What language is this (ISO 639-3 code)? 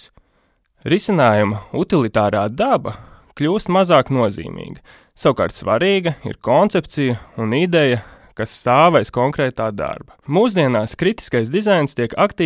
lav